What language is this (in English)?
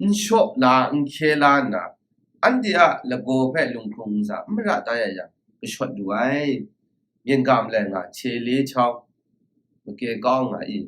Kachin